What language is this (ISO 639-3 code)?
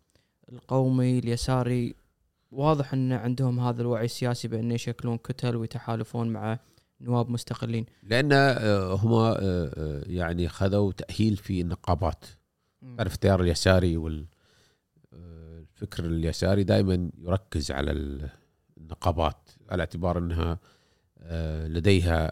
afb